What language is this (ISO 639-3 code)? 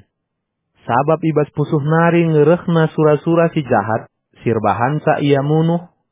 btx